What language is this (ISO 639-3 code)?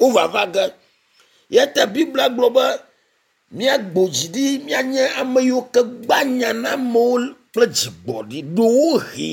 ewe